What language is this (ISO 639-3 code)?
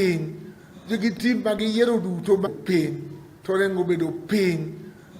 luo